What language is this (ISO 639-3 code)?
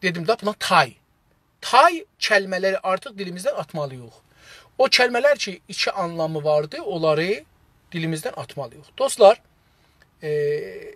azb